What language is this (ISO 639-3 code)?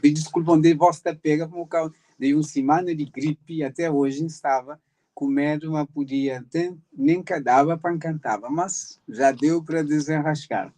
kea